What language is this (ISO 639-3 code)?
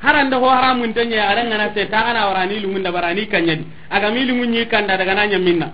snk